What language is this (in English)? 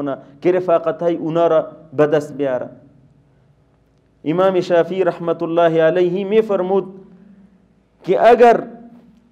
Persian